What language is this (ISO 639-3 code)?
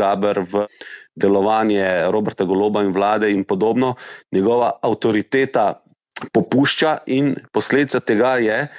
slv